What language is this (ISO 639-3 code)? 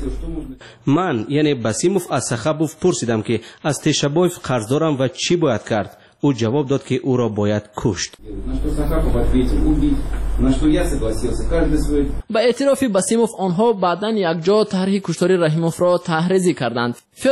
fas